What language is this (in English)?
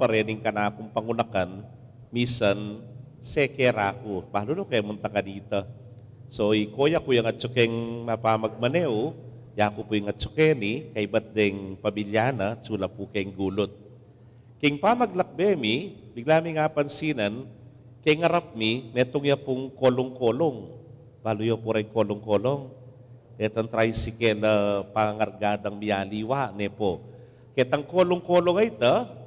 Pampanga